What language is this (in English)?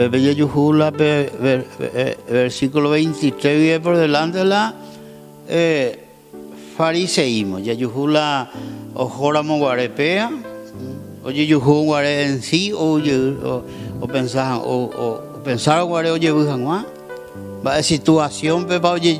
Guarani